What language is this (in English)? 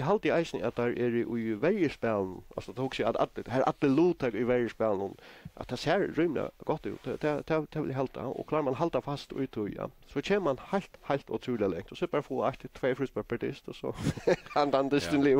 Faroese